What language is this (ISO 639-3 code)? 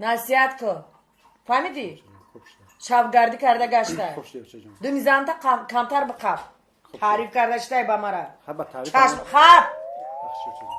tgk